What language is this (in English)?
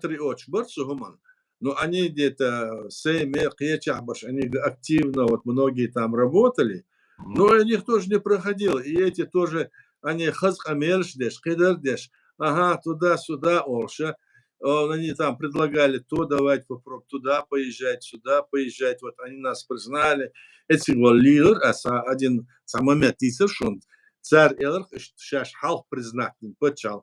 Chechen